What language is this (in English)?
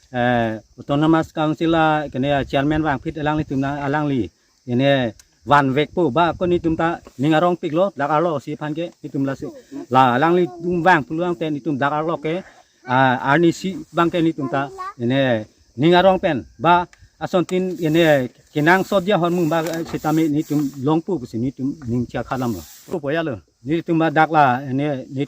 Karbi